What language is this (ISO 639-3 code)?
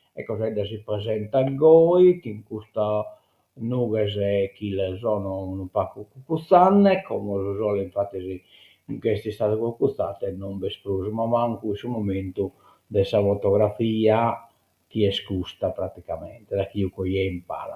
srd